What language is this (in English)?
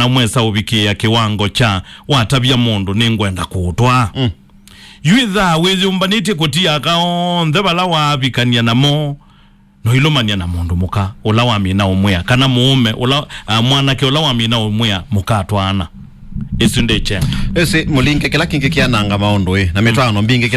Kamba